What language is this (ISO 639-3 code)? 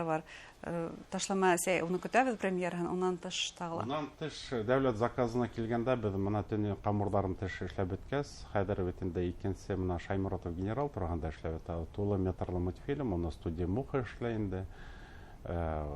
bak